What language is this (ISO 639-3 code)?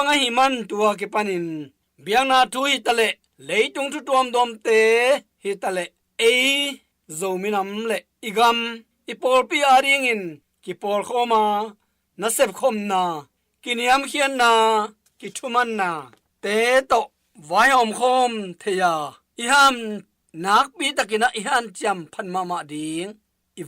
ctd